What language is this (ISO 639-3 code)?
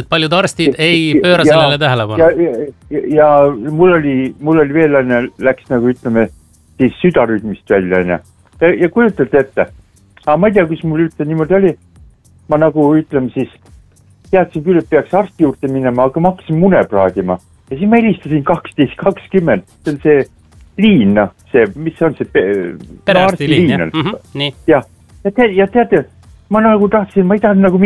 est